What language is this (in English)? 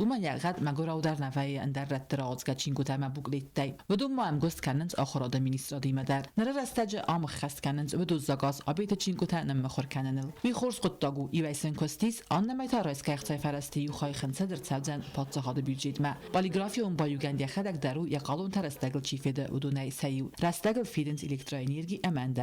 Ossetic